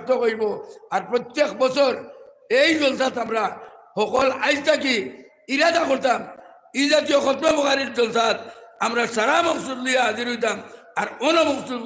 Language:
Sylheti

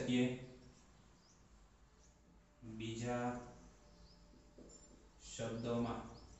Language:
Gujarati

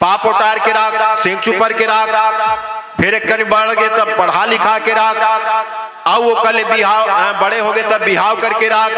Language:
Chhattisgarhi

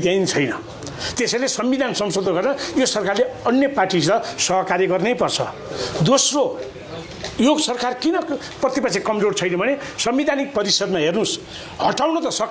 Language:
Nepali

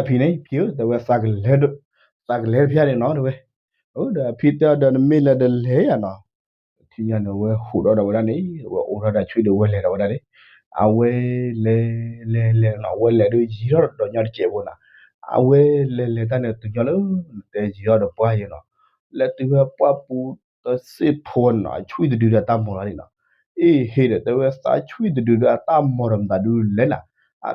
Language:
S'gaw Karen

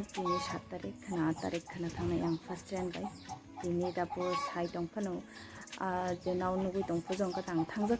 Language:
Kok Borok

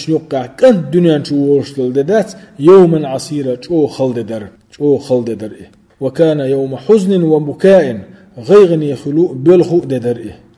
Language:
Chechen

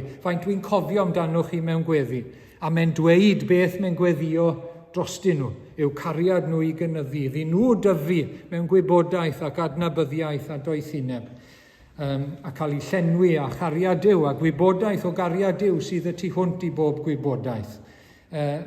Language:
Welsh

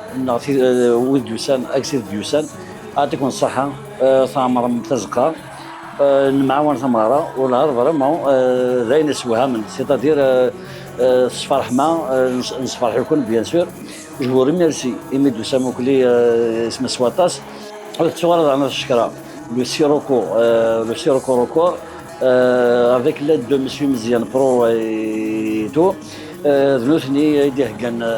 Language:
Kabyle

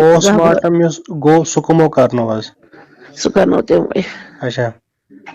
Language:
Kashmiri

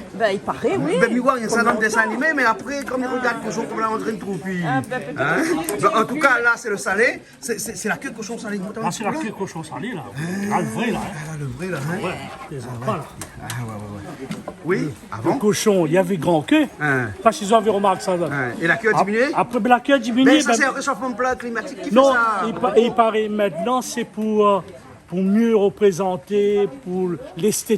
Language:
Réunion Creole French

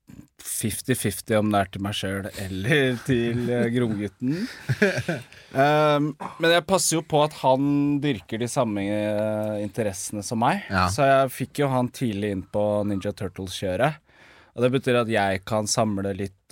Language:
Norwegian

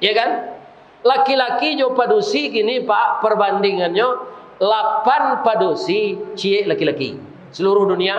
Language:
Minangkabau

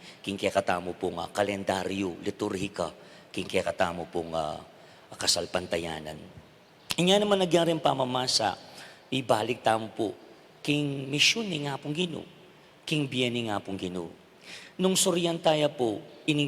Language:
Pampanga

